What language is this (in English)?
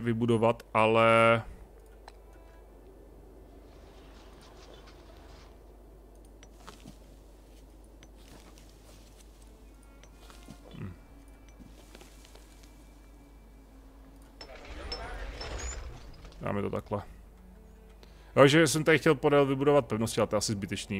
Czech